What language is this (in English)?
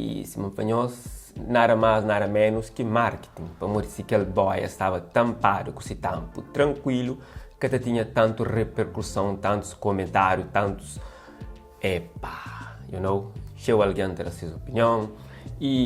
Kabuverdianu